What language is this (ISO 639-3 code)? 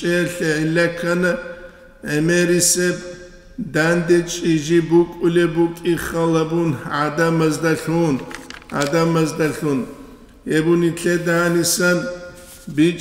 ava